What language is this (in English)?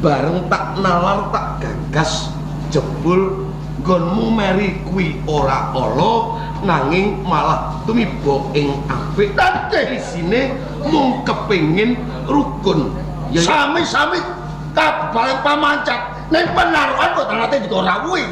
Javanese